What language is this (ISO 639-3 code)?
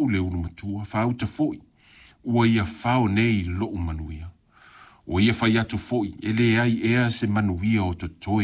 smo